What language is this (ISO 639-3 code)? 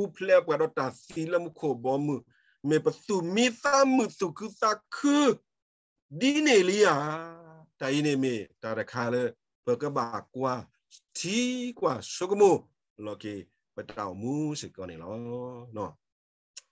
ksw